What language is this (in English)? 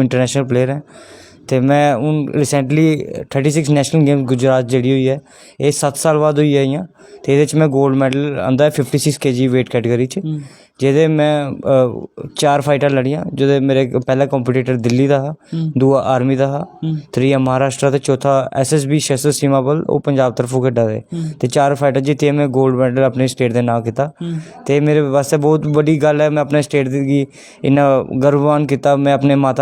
Dogri